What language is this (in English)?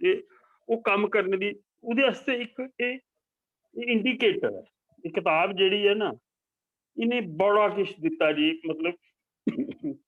Dogri